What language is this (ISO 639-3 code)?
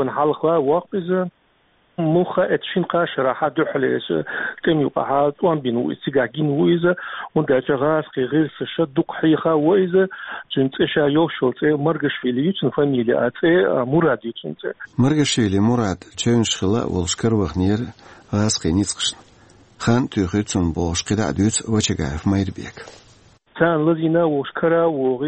che